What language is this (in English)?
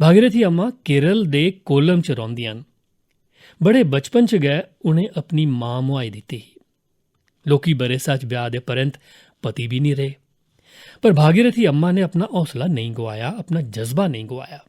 Dogri